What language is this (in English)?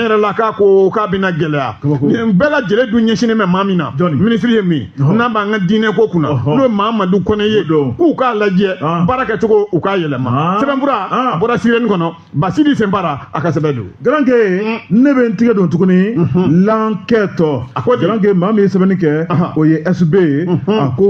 Bambara